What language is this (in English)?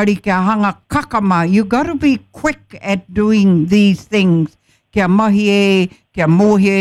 Māori